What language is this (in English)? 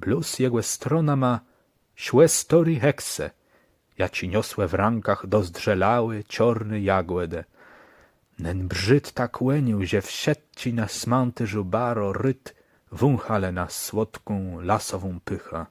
Kashubian